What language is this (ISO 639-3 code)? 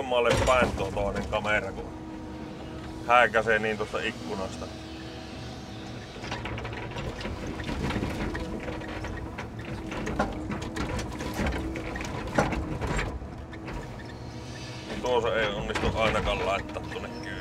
fin